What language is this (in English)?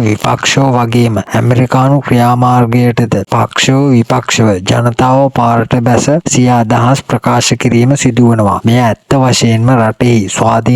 Sinhala